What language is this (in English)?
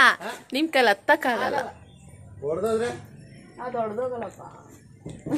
Kannada